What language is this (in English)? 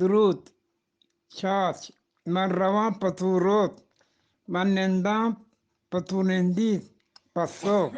Eastern Balochi